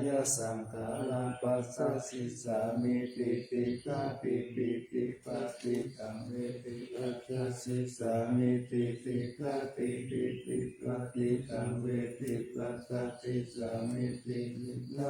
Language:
Pali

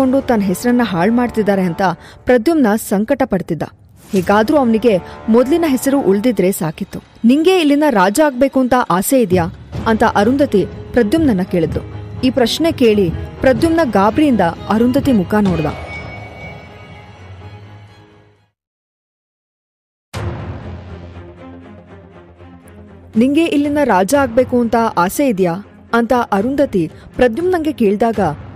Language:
Kannada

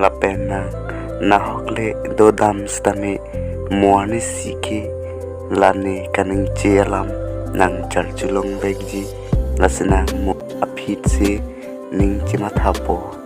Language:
Karbi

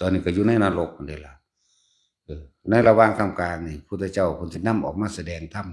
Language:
Northeastern Thai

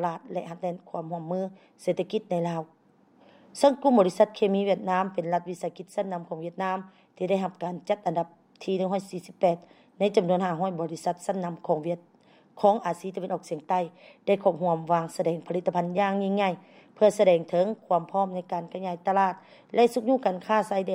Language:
Lao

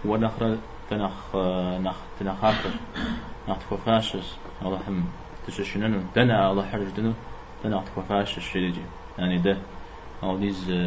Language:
Kabardian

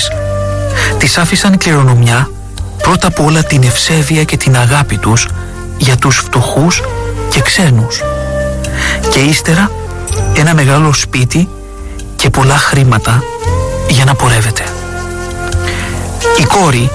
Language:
Greek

